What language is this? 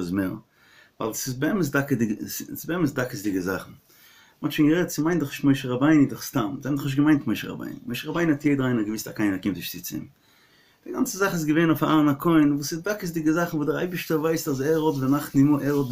Yiddish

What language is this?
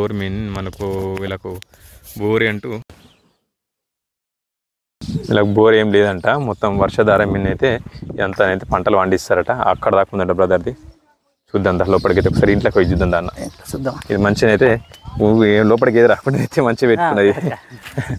Telugu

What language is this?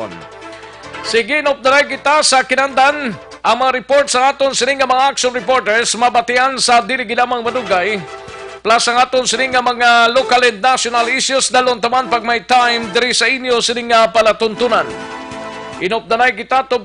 Hiligaynon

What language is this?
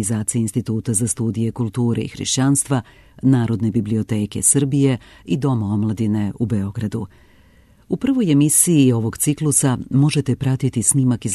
Serbian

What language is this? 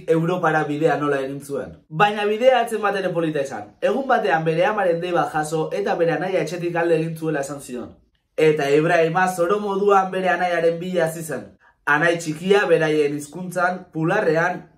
Basque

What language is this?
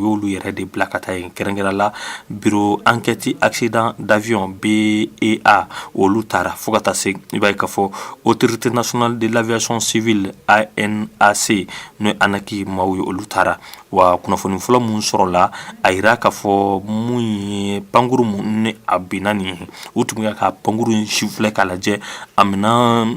Bambara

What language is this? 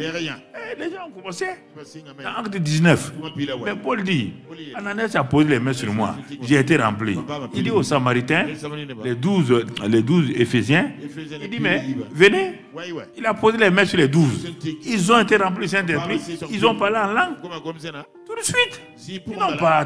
French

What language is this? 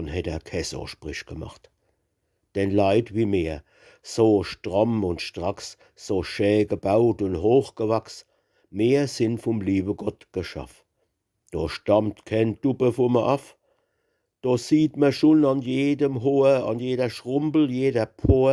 Palatine German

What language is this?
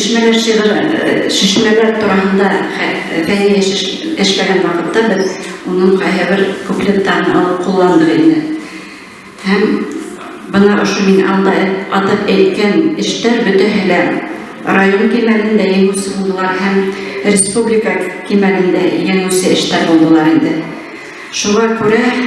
Bashkir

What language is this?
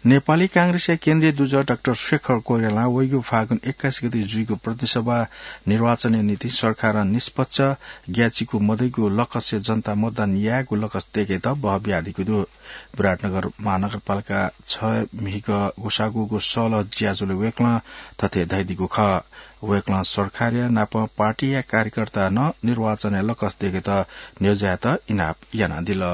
Newari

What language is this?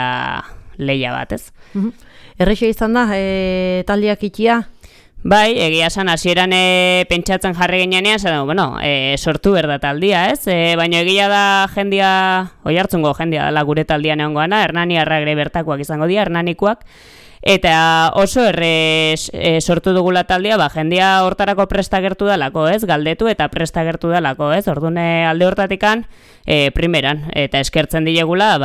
Basque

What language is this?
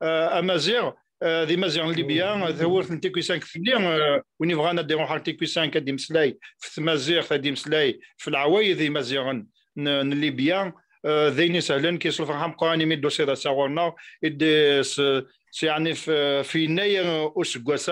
Kabyle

